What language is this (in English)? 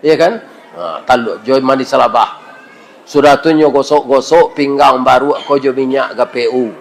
Minangkabau